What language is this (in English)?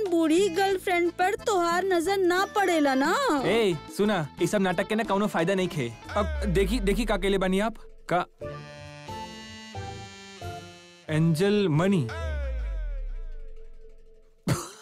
Bhojpuri